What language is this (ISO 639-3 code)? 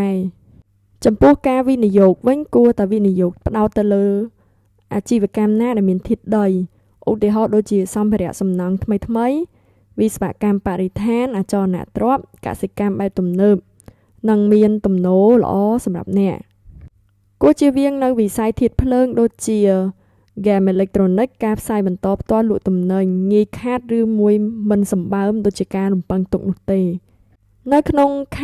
khm